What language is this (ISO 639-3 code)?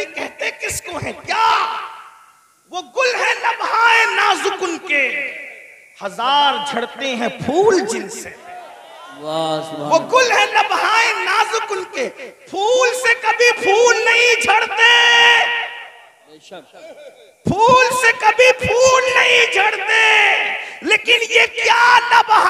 hin